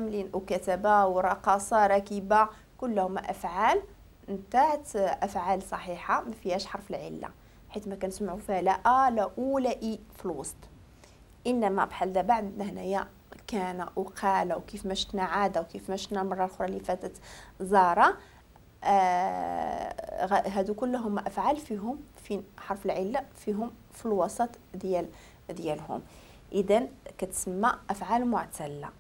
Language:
Moroccan Arabic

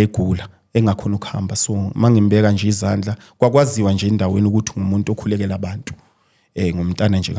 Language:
Zulu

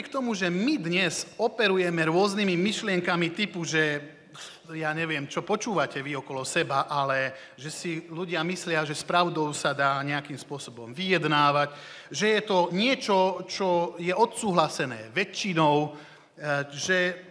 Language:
Slovak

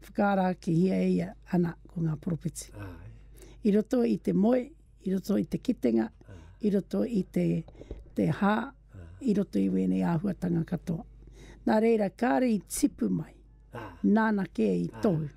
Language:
Māori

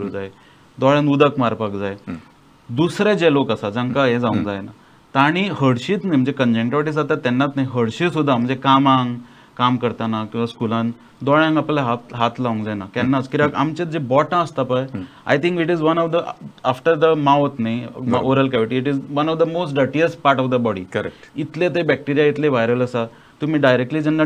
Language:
Konkani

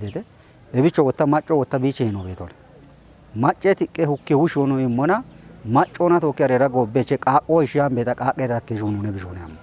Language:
Kafa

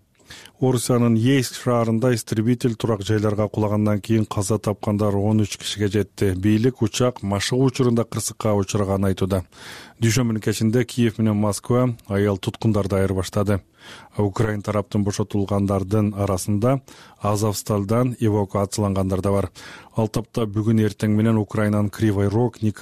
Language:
Kyrgyz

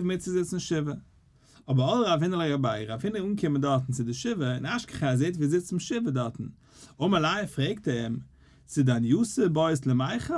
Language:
Yiddish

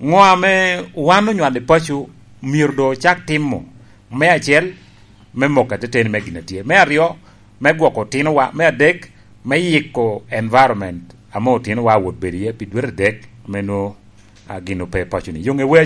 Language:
Lango (Uganda)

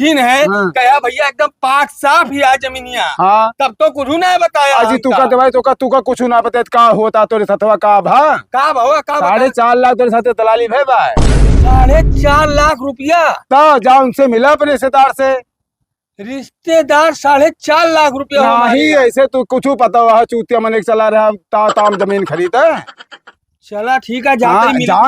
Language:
Awadhi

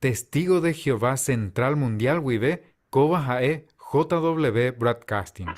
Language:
Guarani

